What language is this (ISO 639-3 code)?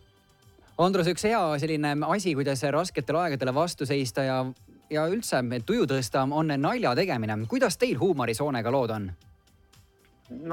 est